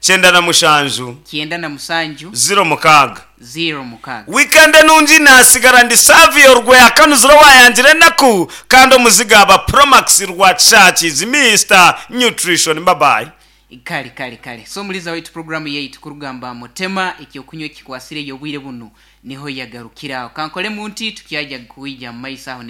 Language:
Nyankole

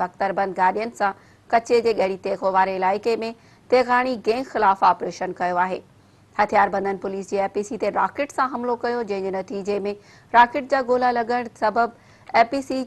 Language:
Sindhi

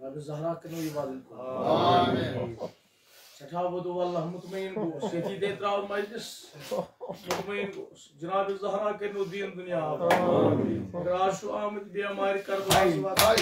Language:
Kashmiri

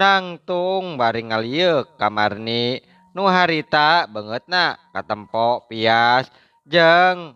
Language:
Sundanese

